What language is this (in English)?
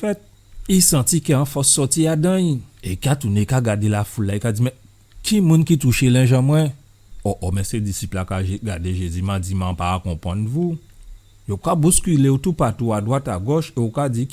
Guadeloupean Creole French